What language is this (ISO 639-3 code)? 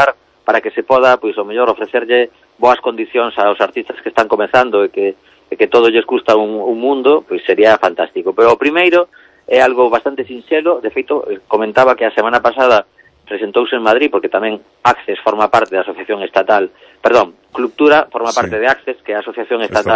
glg